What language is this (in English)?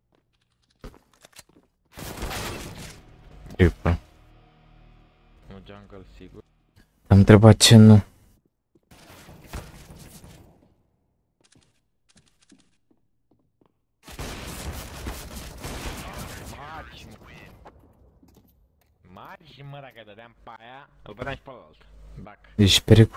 Romanian